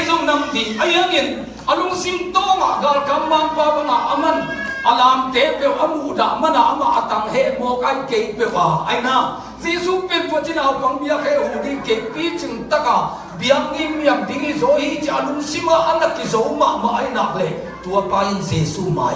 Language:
Tedim Chin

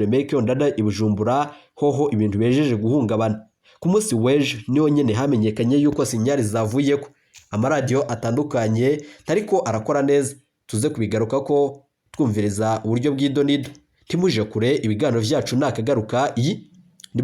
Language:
Rundi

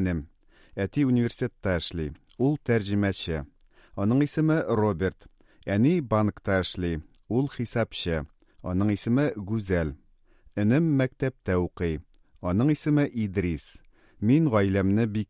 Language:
Tatar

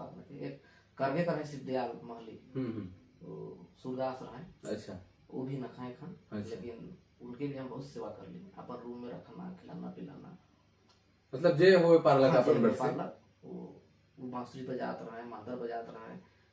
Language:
Sadri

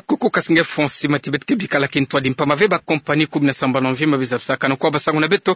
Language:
Kituba (Democratic Republic of Congo)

